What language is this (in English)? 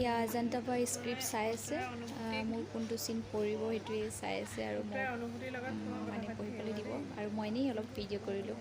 Assamese